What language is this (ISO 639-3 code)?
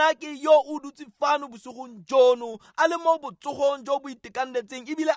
tsn